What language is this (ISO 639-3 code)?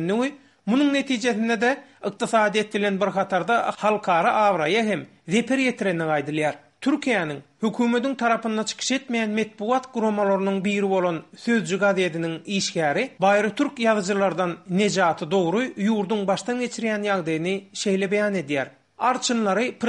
tuk